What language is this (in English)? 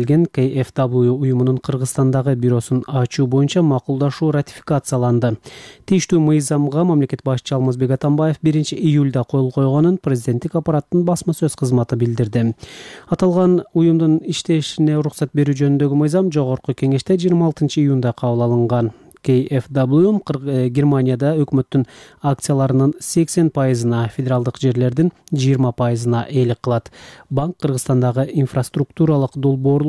Kyrgyz